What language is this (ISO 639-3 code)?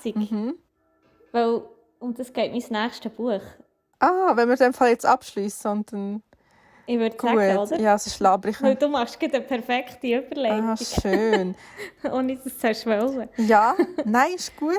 gsw